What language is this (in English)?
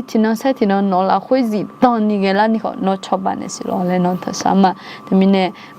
Akha